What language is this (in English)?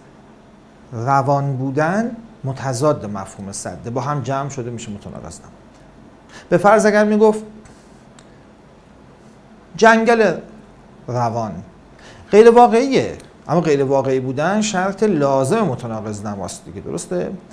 Persian